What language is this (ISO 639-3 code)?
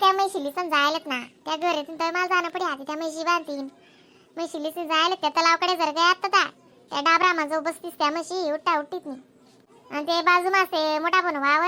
khn